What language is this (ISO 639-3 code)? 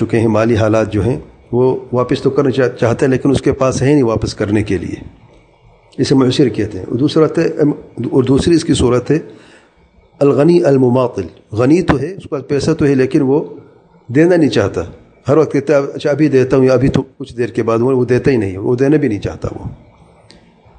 urd